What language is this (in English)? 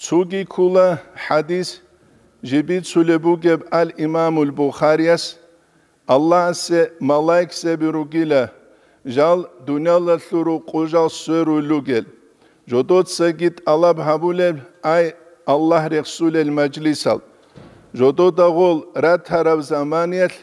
Avaric